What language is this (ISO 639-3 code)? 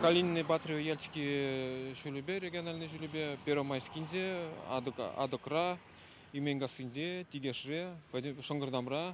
chv